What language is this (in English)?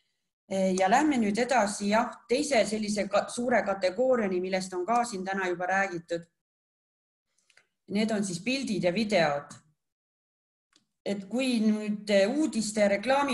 Estonian